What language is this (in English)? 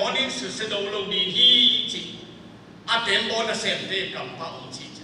Tedim Chin